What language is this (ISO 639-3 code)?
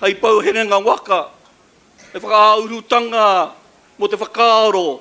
mri